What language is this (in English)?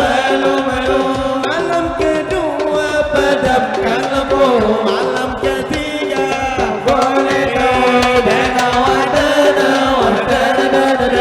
Banjar